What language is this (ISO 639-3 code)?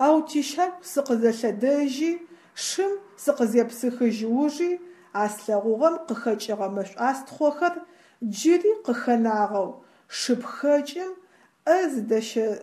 ady